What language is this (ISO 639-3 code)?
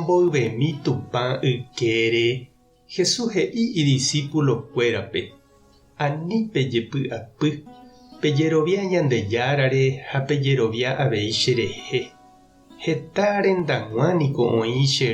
grn